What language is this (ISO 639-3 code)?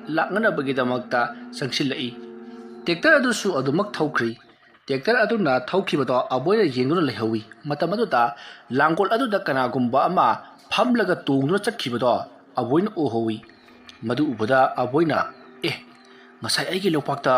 mni